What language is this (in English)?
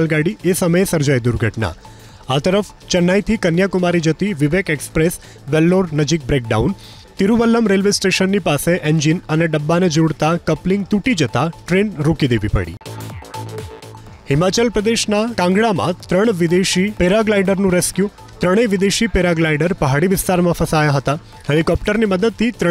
Gujarati